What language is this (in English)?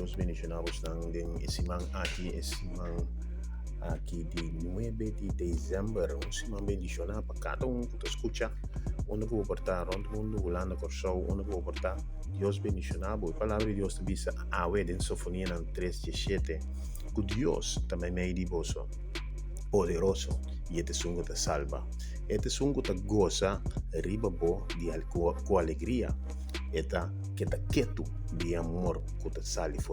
Papiamento